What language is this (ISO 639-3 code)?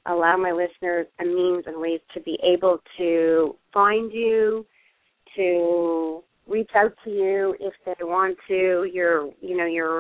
eng